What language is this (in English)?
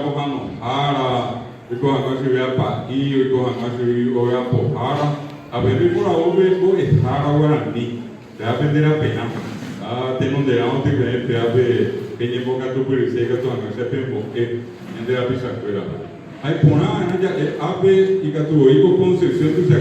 Guarani